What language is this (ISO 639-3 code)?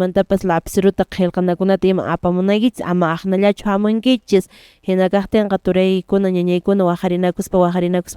que